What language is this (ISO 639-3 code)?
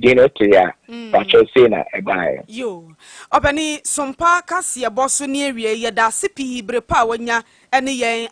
aka